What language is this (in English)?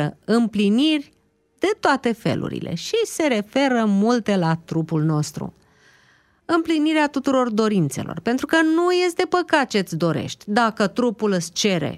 Romanian